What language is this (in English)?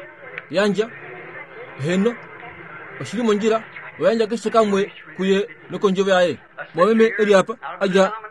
Kuanyama